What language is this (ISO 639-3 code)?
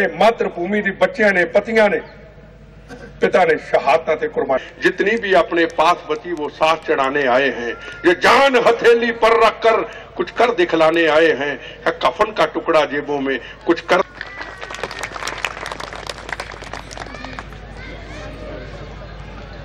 pan